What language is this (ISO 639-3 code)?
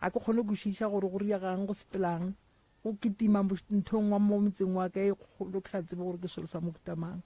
nso